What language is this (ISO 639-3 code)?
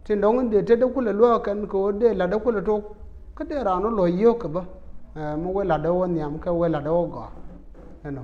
nus